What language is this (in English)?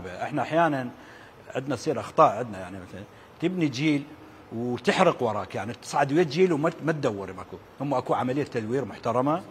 Mesopotamian Arabic